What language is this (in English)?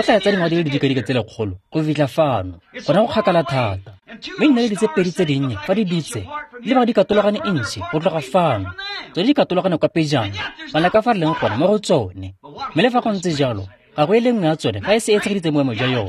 Tswana